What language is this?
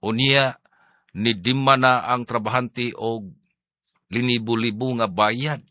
Cebuano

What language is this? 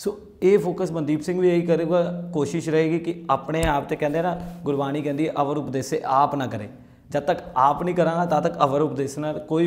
Punjabi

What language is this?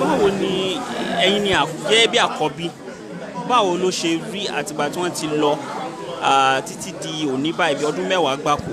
Yoruba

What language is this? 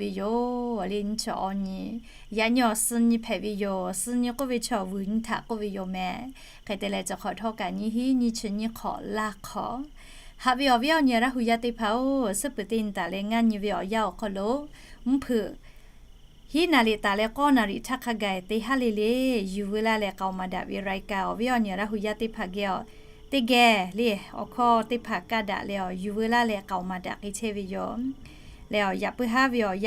Lahu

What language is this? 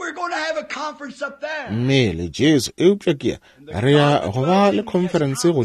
Northern Sotho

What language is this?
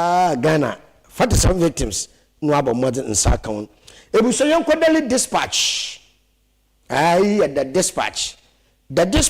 Akan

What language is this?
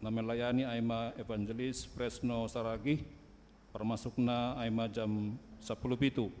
Batak Simalungun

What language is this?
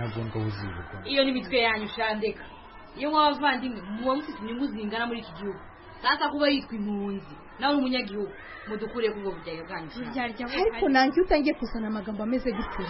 Kinyarwanda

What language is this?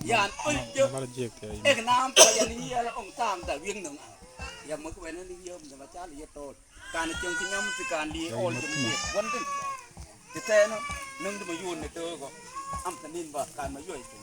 Mabaan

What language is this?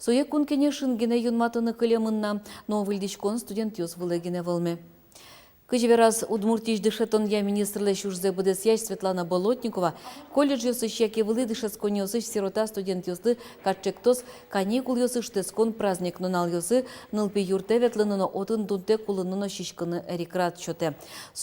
Udmurt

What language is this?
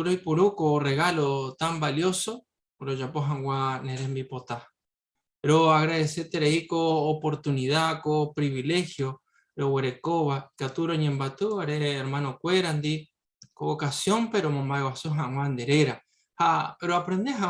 Guarani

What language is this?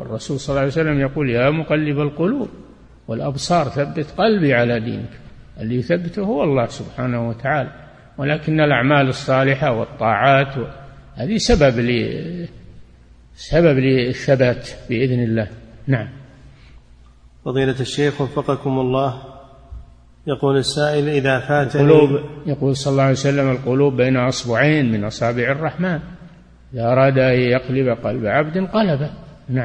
Arabic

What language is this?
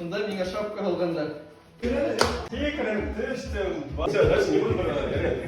Bashkir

